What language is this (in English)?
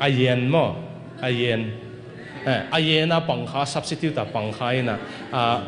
Tedim Chin